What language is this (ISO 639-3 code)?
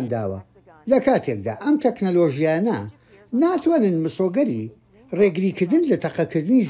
ckb